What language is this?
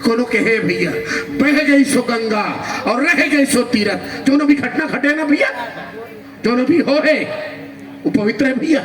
Chhattisgarhi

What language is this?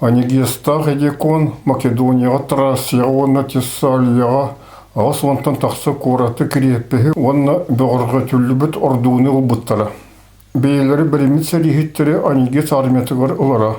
Yakut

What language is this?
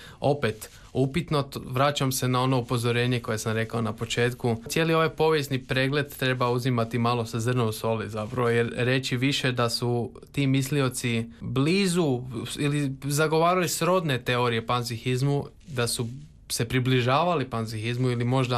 Croatian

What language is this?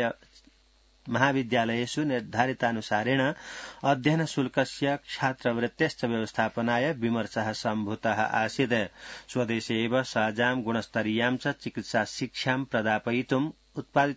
Sanskrit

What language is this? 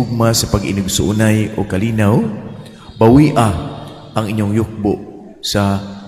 Cebuano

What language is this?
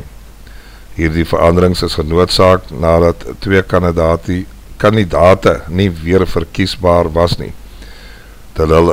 Afrikaans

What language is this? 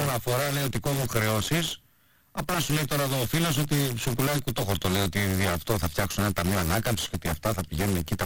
Greek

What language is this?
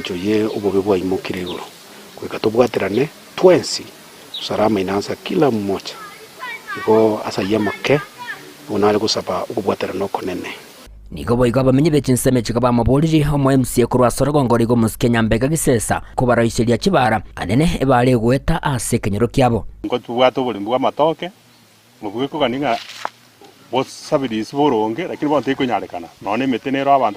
Gusii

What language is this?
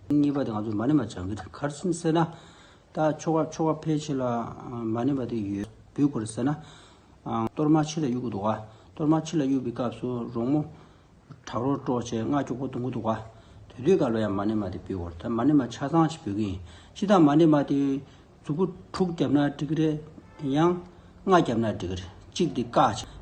Tibetan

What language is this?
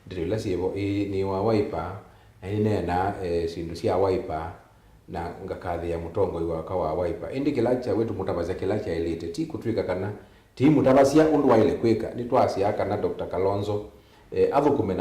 Kamba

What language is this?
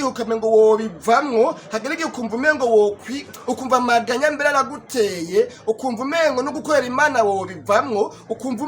Rundi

